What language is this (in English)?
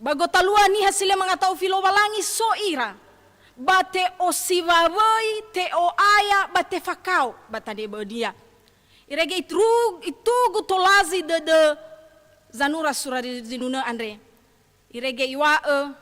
Nias